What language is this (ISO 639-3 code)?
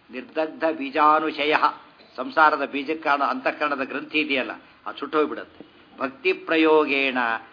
kan